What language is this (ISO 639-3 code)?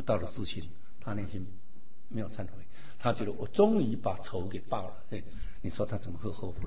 zho